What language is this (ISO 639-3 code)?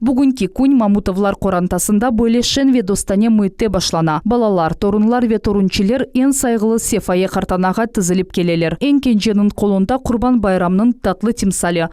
crh